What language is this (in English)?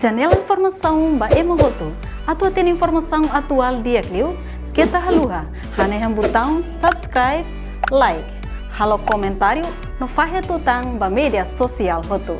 Tetum